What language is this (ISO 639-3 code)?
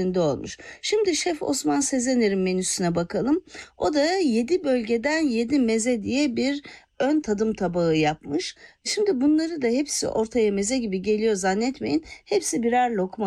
tur